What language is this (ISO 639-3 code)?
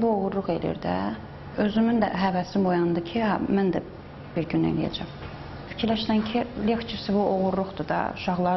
aze